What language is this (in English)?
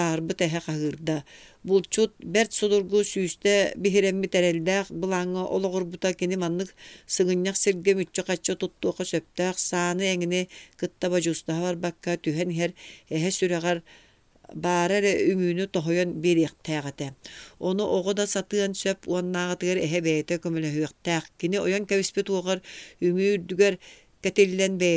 Yakut